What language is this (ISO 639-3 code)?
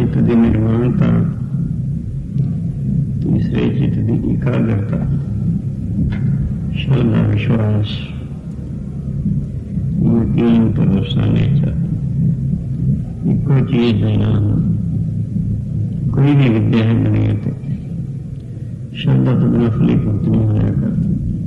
pan